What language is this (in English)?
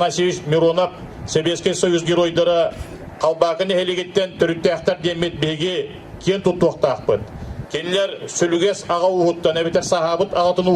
Yakut